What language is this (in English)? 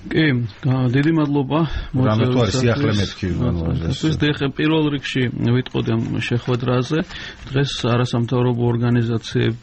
Georgian